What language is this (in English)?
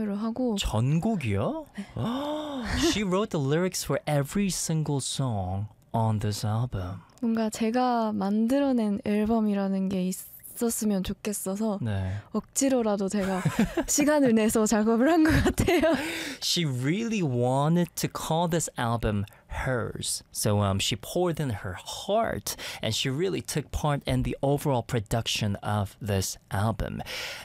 Korean